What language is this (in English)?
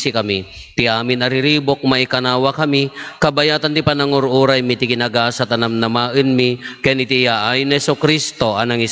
Iloko